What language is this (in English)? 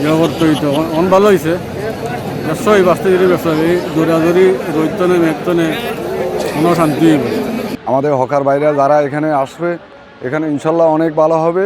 Sylheti